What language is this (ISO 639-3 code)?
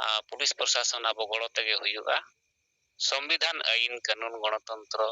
sat